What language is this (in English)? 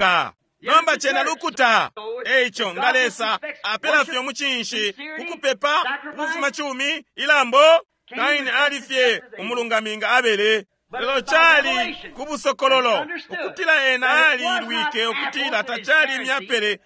Bemba